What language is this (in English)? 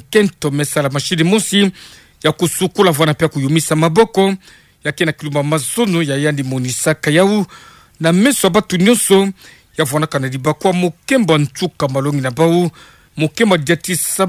Kituba (Democratic Republic of Congo)